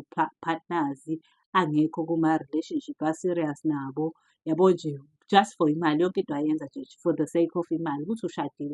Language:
Zulu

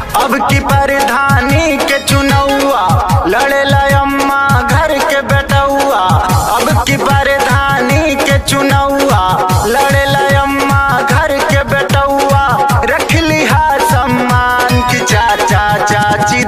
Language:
Bhojpuri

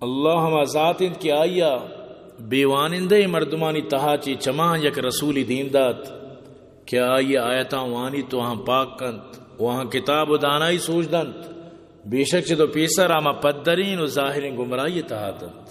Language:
Eastern Balochi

